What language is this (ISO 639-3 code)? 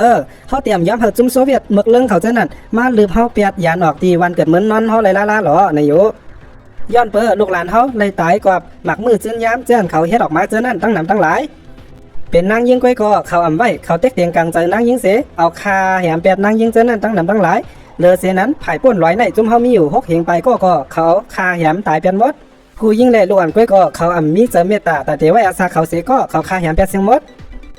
shn